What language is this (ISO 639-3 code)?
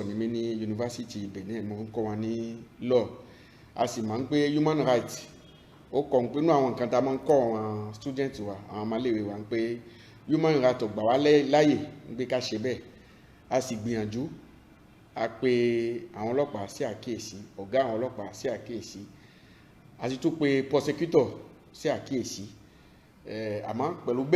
yor